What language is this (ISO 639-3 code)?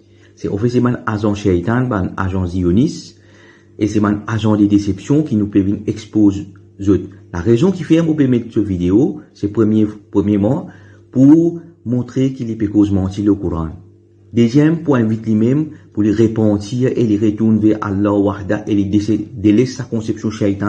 mfe